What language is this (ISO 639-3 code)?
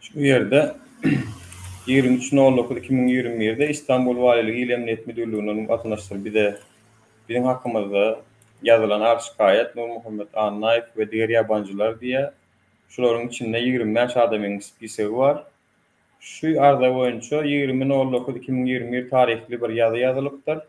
tuk